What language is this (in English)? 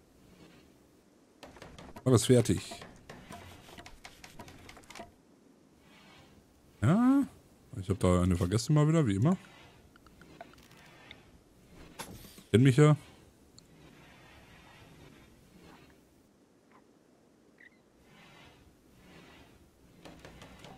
German